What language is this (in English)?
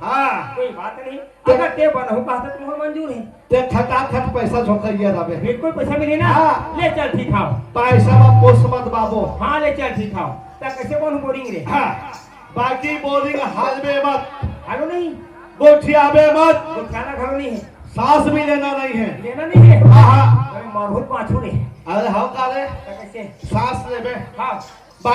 Chhattisgarhi